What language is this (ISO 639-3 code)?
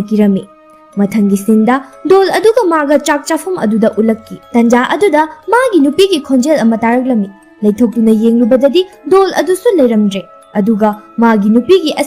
mni